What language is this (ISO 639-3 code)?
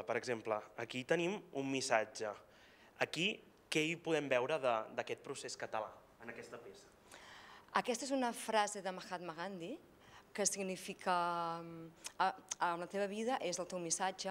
cat